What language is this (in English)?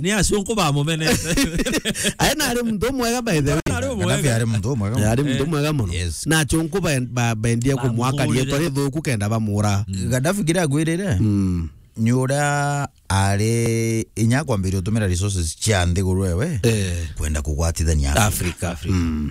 Meru